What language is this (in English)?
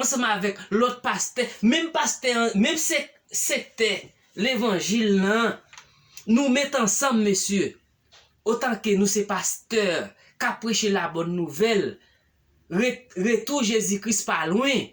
Haitian Creole